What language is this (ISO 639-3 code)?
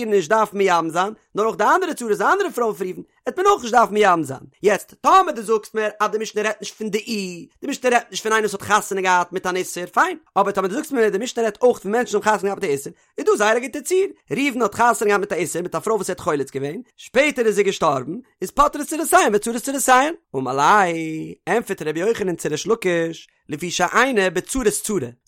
yid